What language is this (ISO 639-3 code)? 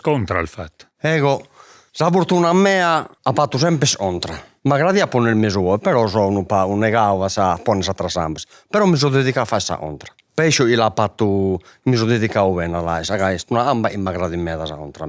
srd